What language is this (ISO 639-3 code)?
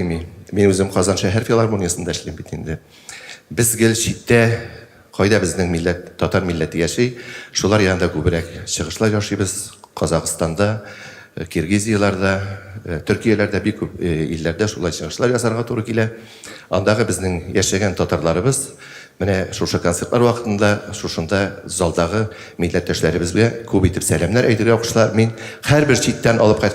tat